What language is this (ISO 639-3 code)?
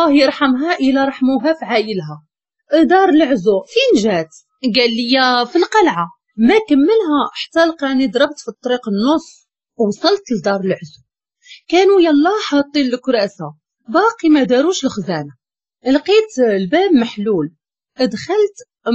ary